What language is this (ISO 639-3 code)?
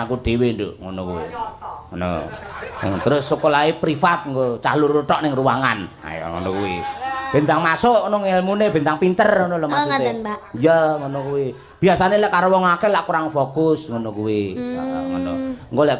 jav